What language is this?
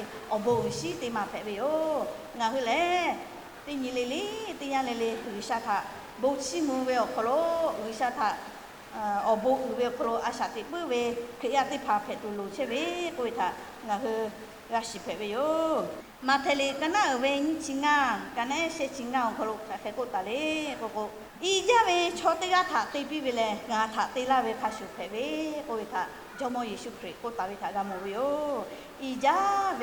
Lahu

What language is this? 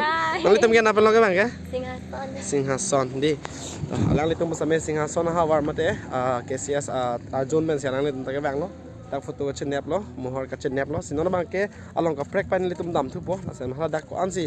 Karbi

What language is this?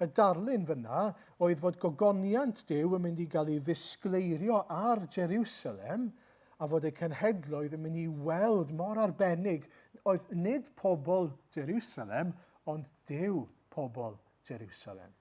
Welsh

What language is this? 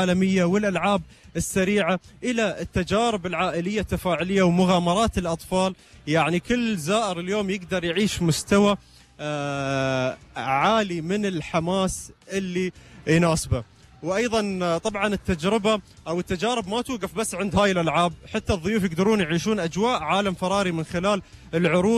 Gulf Arabic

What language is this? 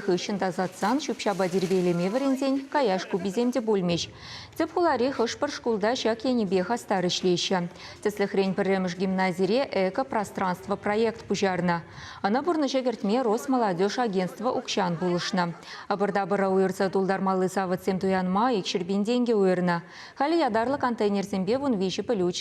Chuvash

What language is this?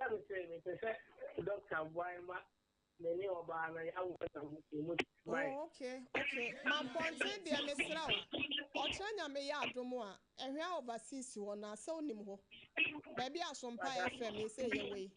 Akan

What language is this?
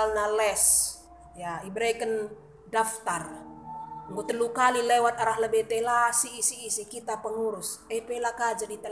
Batak Karo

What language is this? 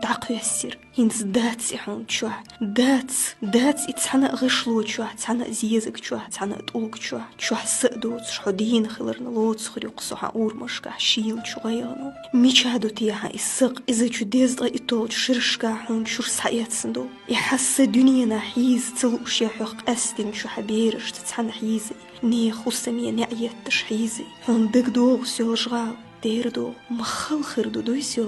Chechen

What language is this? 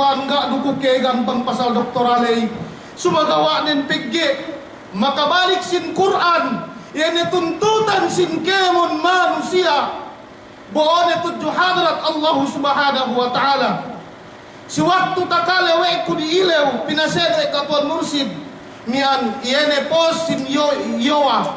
Yakan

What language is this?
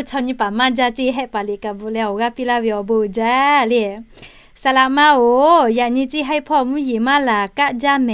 Lahu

